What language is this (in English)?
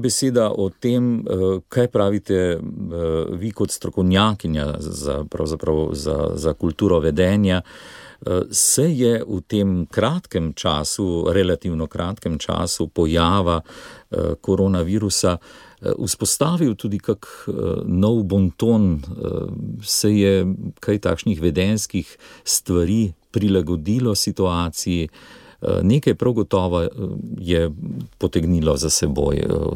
Slovenian